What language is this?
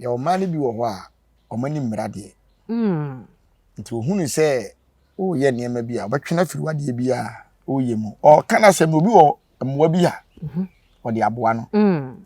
Akan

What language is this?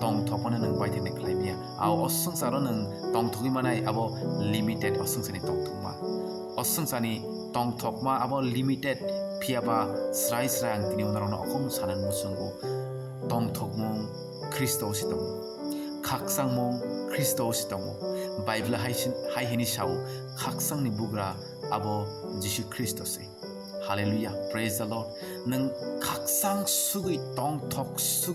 Kok Borok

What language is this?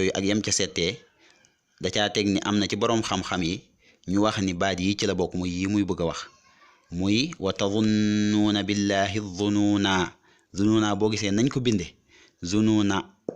Wolof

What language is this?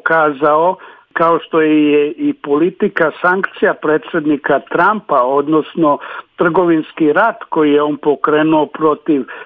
Serbian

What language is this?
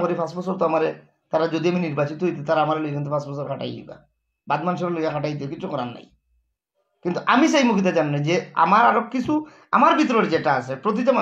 Sylheti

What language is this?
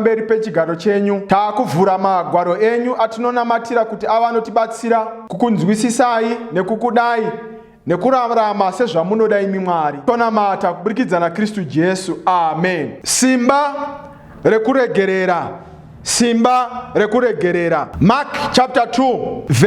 Shona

